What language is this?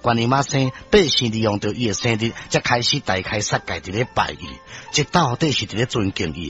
Min Nan Chinese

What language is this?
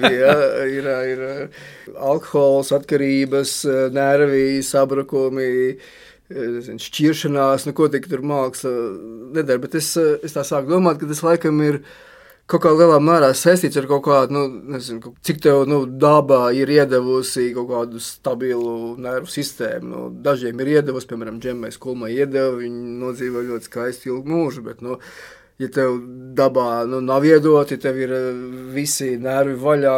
Latvian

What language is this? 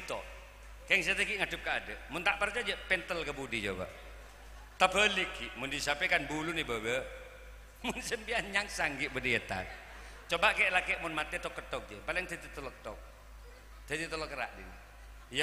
Madurese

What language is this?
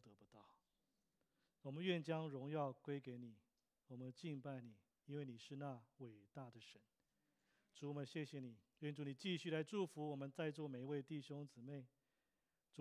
Chinese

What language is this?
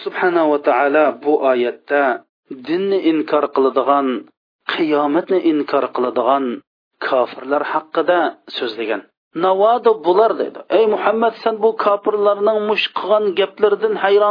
Uyghur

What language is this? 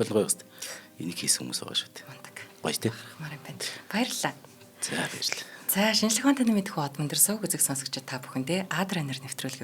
Mongolian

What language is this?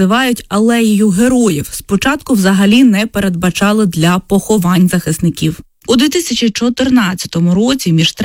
Ukrainian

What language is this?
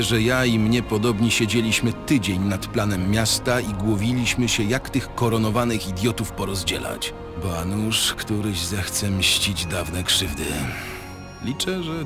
Polish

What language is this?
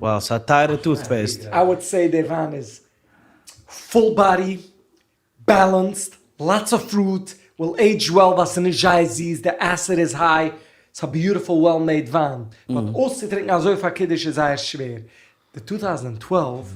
Yiddish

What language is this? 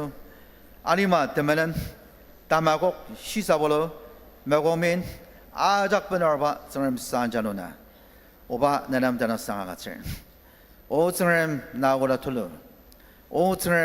Ao Naga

